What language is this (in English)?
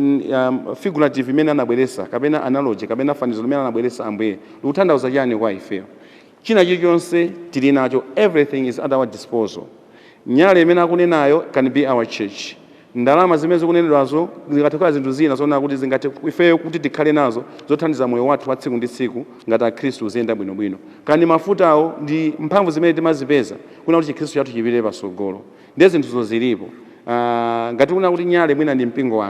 Nyanja